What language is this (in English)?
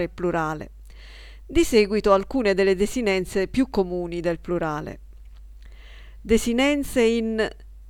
Italian